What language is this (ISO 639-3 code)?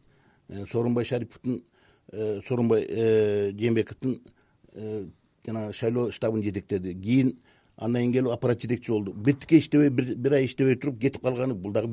kir